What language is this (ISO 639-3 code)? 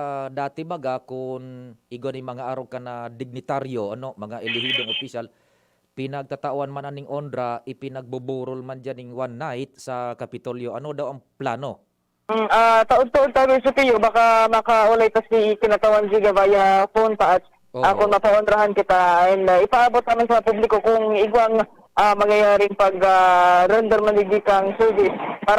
bik